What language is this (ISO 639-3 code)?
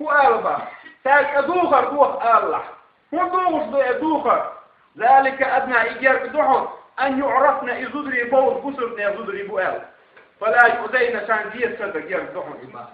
che